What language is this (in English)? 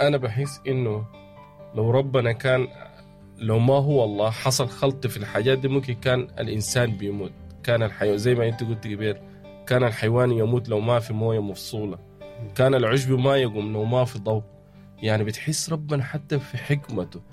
Sudanese Arabic